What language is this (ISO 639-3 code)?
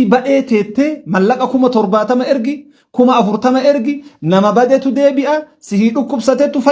orm